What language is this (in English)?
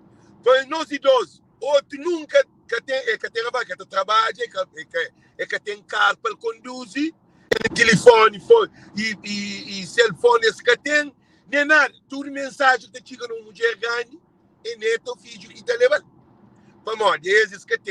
Kabuverdianu